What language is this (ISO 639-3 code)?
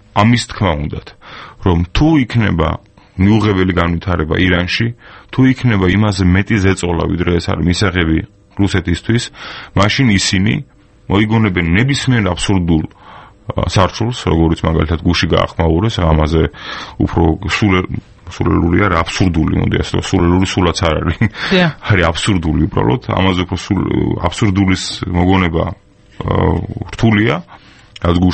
kat